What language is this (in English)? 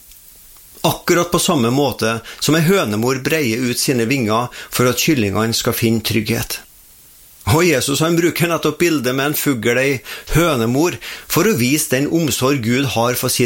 Norwegian